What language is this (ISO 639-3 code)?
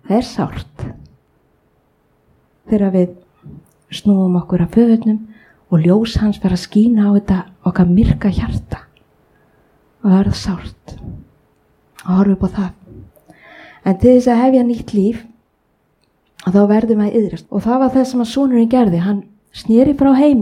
isl